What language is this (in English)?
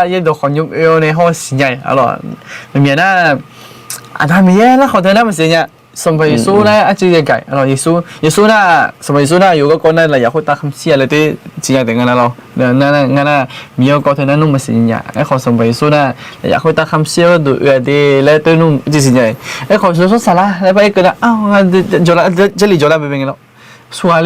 Akha